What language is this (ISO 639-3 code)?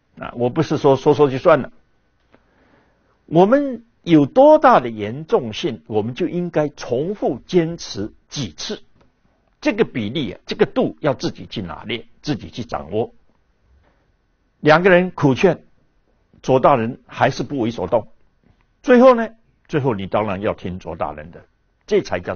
zho